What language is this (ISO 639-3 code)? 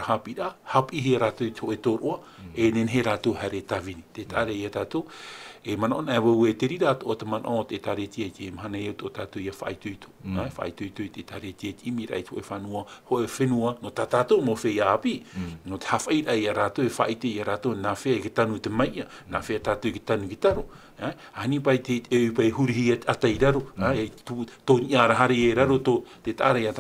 tah